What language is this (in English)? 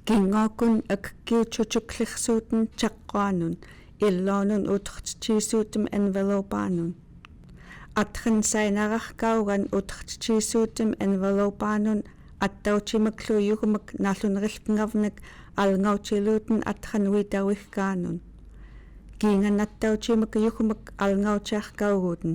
Central Yupik